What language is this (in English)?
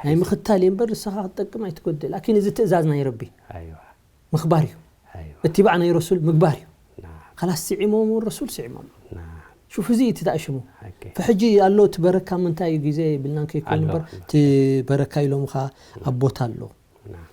Tigrinya